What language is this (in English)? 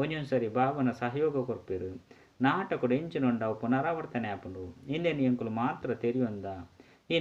Tulu